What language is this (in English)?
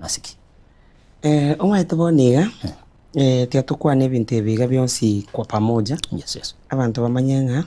Gusii